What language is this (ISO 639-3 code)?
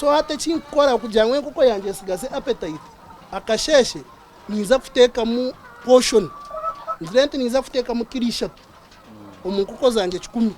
nyn